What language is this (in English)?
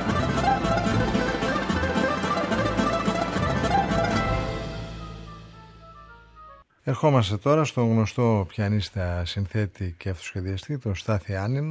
Greek